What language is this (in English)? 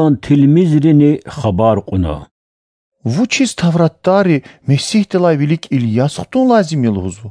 Lezghian